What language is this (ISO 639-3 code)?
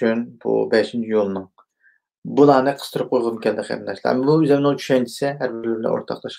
uig